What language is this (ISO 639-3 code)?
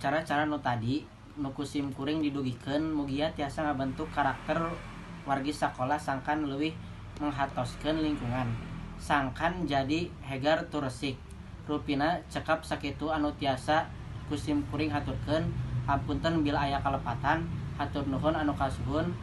sun